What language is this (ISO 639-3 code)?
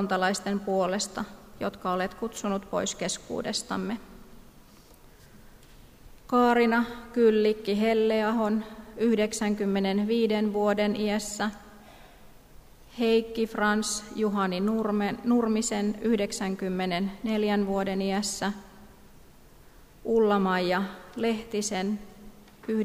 fin